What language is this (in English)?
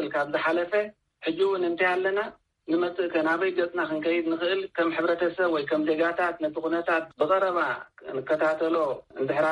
Tigrinya